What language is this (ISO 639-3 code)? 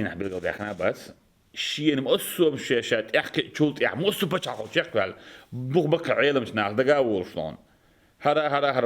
che